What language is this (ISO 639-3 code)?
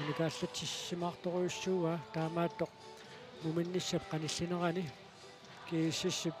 kal